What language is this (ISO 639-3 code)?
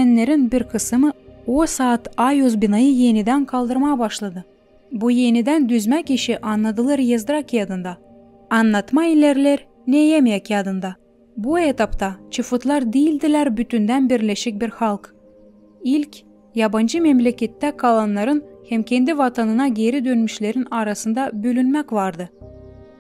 gag